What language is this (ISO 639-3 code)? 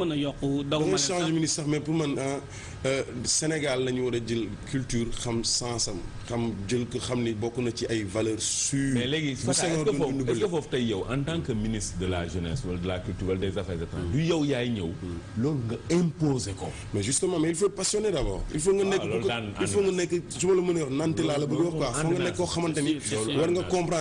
wol